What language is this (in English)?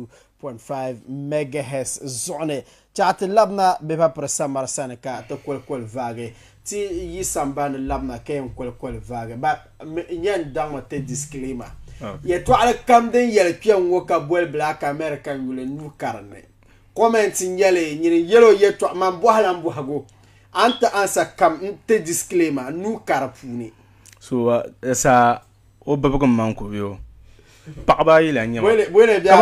Dagbani